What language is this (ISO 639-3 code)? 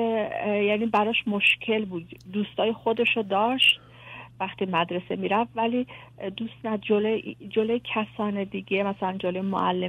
fas